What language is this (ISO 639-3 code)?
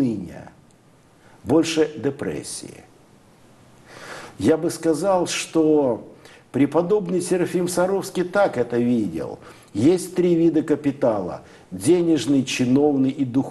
rus